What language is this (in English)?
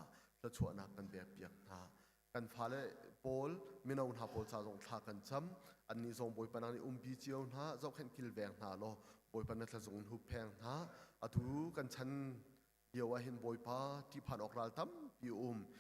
Hakha Chin